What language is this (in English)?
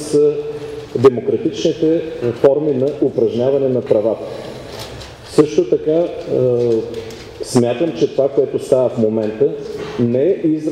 Bulgarian